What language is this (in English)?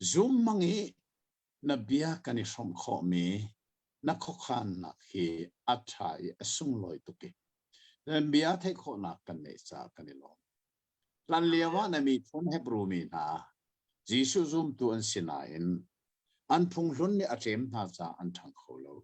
Hakha Chin